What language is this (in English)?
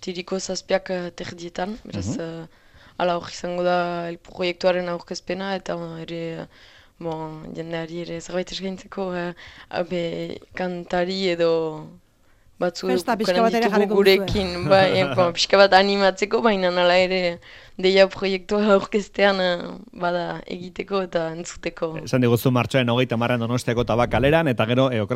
Basque